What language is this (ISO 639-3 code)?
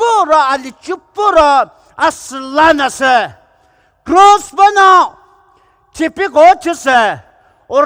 pmx